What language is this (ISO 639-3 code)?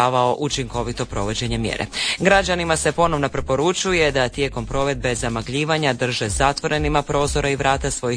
hrv